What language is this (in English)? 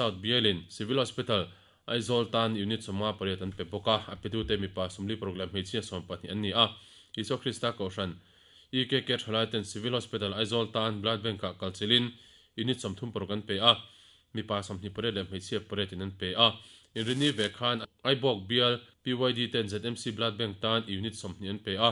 Mizo